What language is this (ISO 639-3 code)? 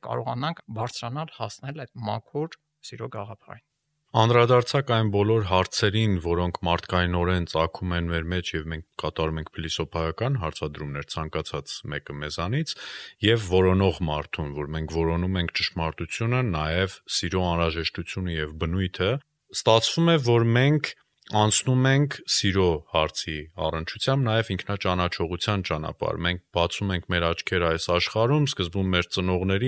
hye